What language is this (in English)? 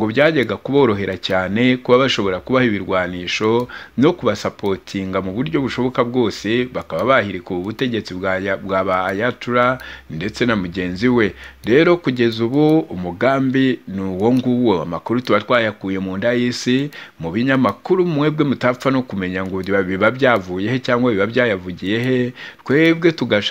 Kinyarwanda